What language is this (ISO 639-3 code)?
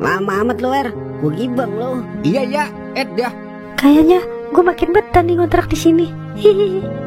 bew